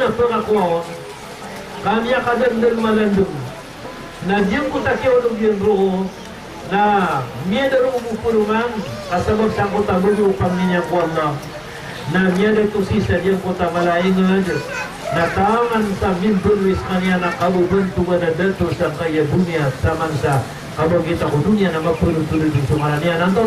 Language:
Maranao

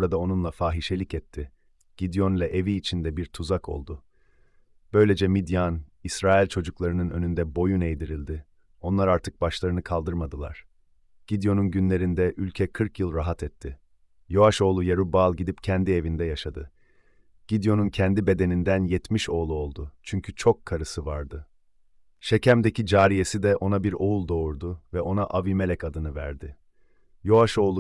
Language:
Turkish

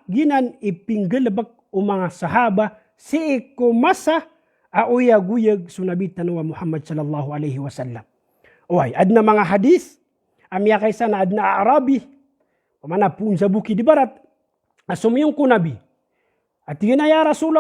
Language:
Maranao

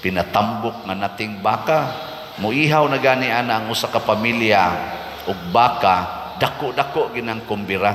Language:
Cebuano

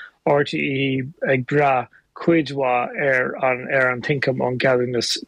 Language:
Irish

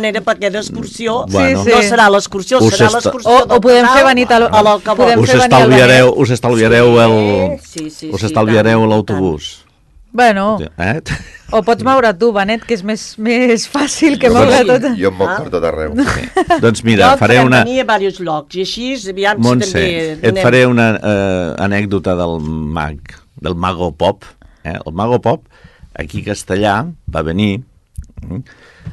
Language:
Catalan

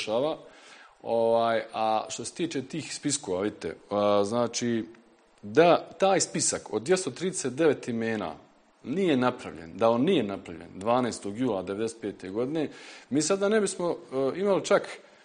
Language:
Bosnian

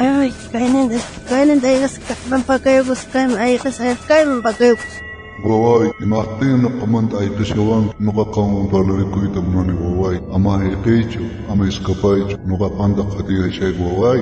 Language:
South Bolivian Quechua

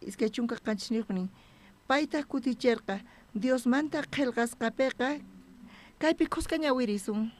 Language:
South Bolivian Quechua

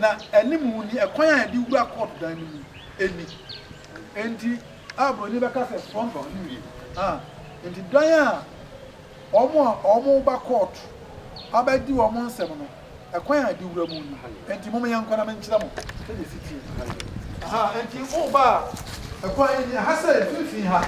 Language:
Akan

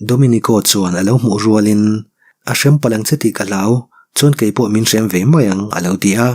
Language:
Mizo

